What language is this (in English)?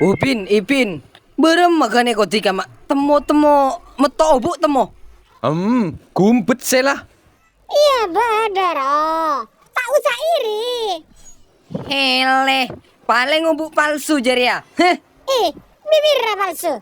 Madurese